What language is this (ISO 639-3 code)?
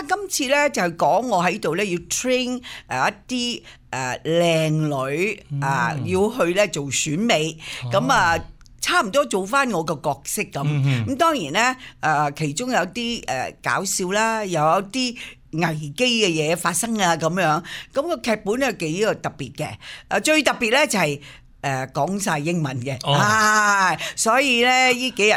yue